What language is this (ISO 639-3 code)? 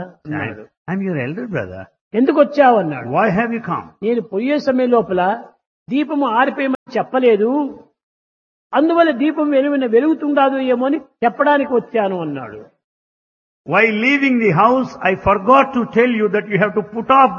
tel